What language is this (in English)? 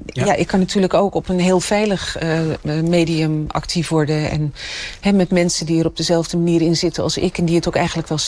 Dutch